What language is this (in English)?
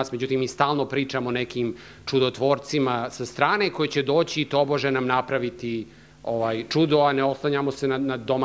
Serbian